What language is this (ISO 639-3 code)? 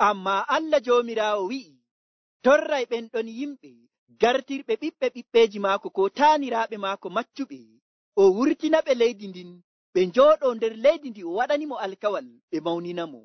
fuv